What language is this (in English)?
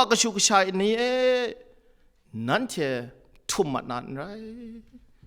Kachin